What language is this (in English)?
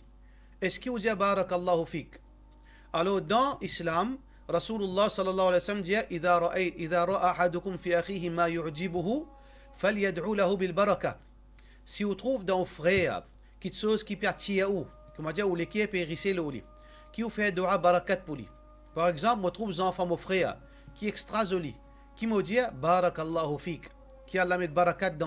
Morisyen